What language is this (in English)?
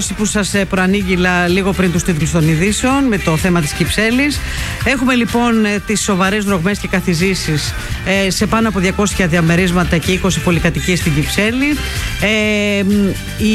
Greek